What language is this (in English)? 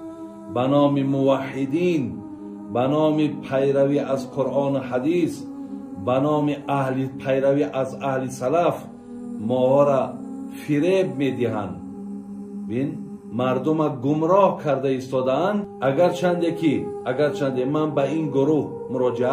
Tajik